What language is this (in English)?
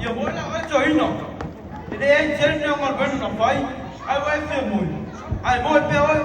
Samoan